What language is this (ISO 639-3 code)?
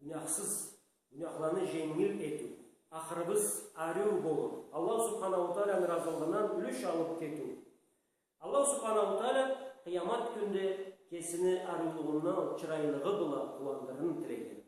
krc